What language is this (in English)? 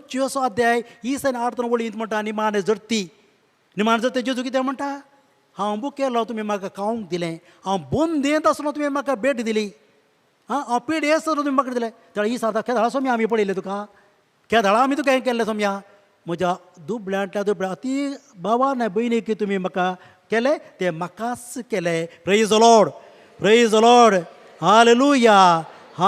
Konkani